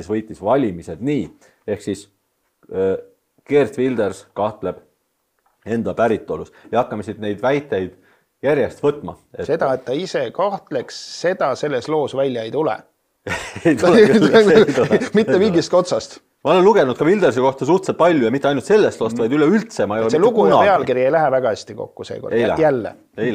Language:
Estonian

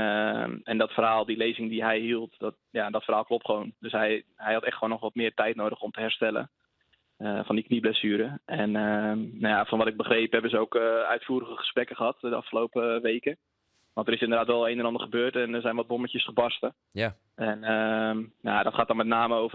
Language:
Western Frisian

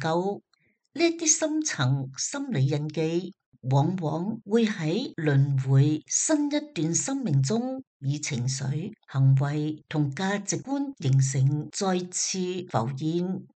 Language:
Cantonese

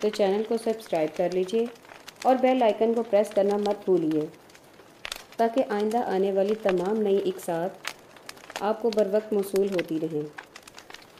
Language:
Urdu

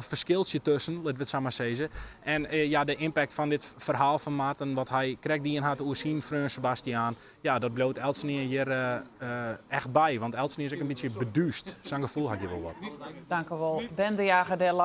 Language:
Western Frisian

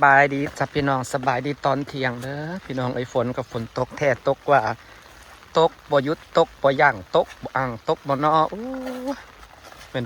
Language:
Lao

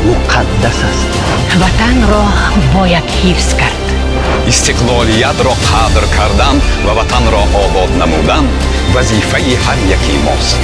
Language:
Tajik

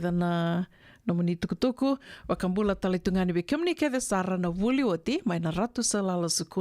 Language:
Fijian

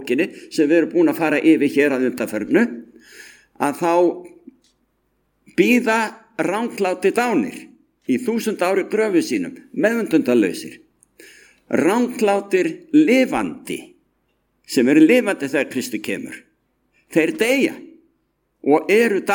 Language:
Icelandic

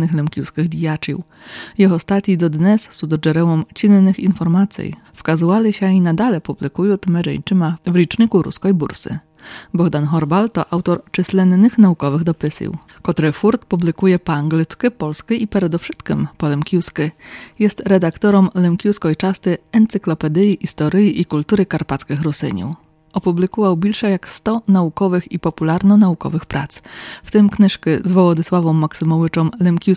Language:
Rusyn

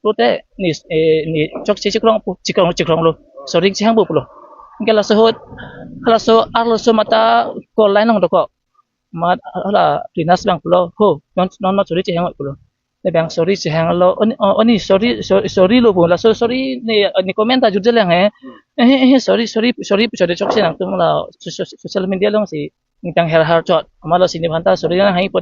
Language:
Karbi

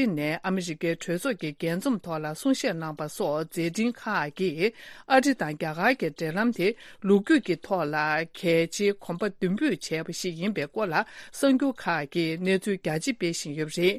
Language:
Tibetan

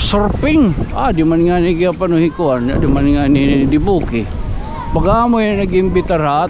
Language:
Waray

